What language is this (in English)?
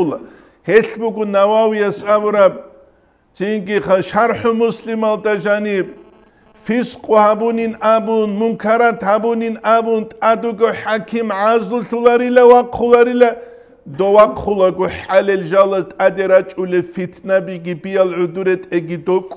Avaric